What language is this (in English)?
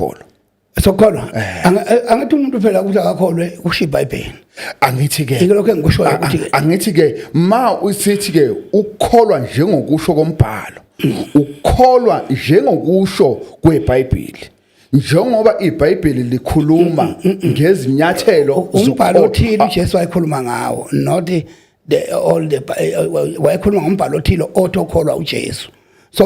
Zulu